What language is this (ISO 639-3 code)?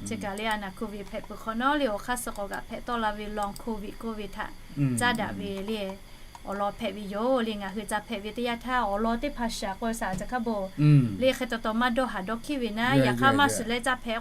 lhu